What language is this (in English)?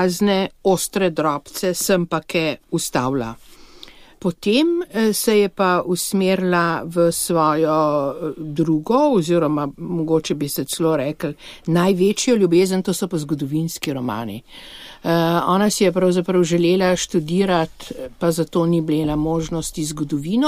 Slovenian